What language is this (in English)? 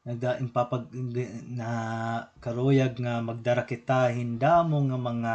Waray